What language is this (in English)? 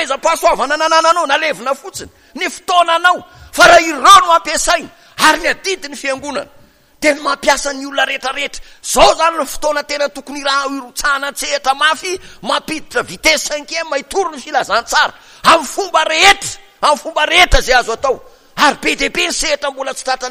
Malagasy